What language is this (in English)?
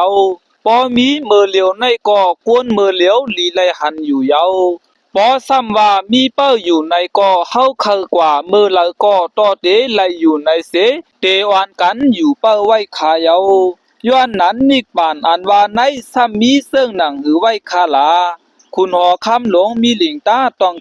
Shan